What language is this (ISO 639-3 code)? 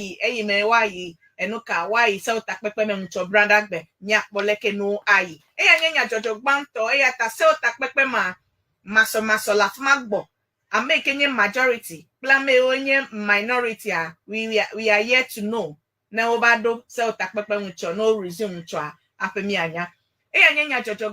ewe